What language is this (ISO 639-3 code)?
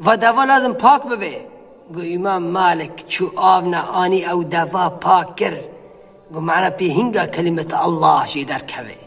kur